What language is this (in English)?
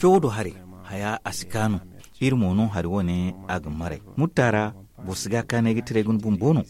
Zarma